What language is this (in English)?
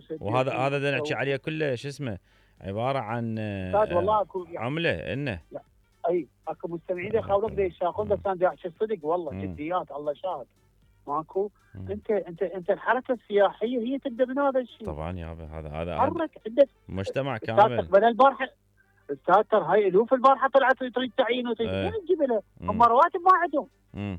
Mesopotamian Arabic